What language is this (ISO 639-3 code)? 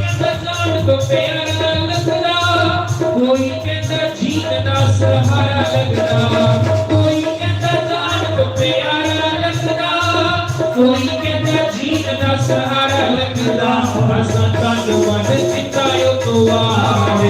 doi